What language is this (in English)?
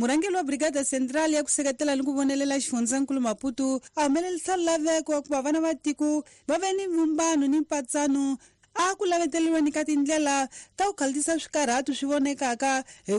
Tsonga